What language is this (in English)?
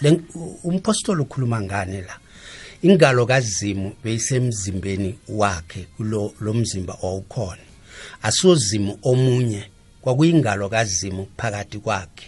South Ndebele